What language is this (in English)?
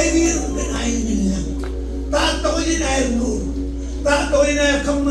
Marshallese